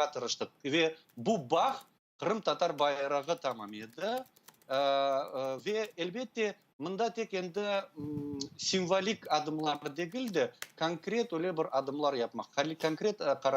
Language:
Crimean Tatar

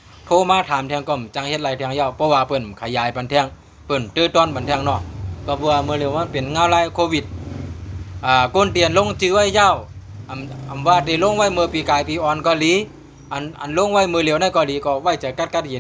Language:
Shan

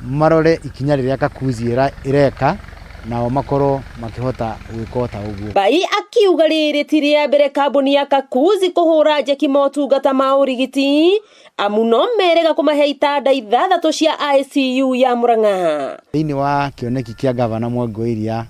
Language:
Kikuyu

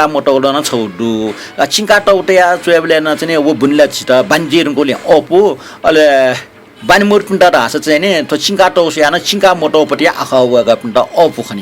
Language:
Newari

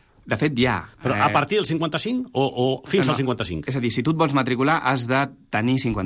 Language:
Catalan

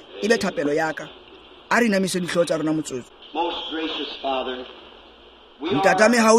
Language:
Tswana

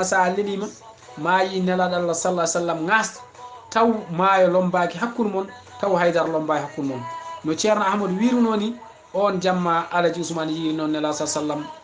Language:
Fula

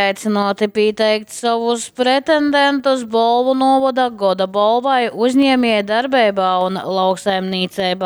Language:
Latgalian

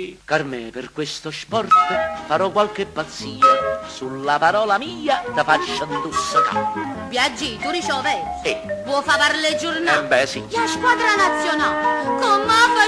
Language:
Neapolitan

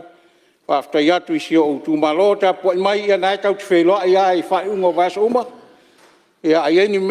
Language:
Samoan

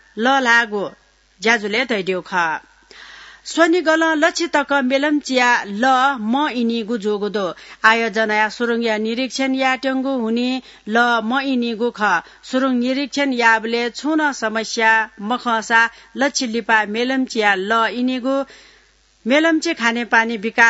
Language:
Newari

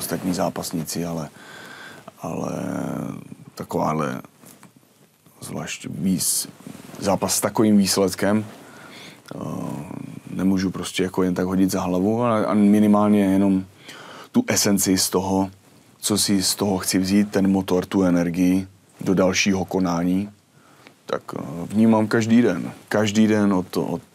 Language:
Czech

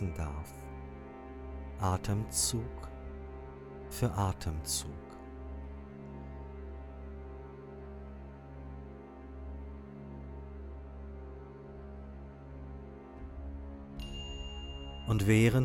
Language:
German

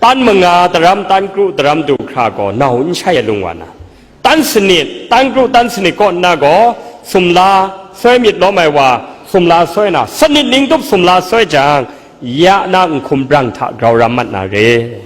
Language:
Kachin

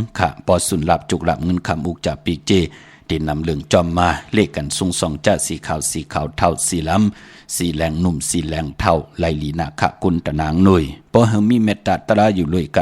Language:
Shan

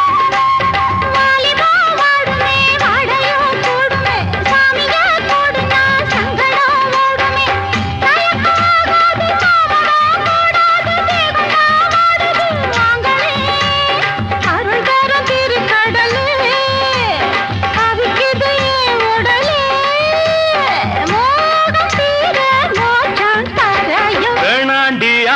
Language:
Tamil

